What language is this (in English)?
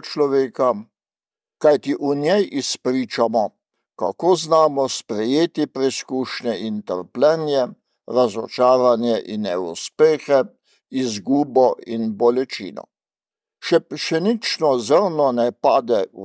Slovenian